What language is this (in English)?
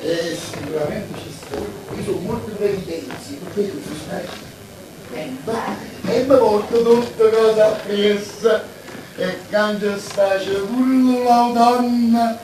Neapolitan